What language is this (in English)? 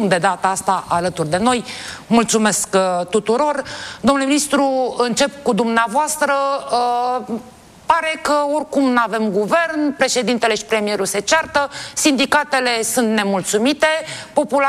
Romanian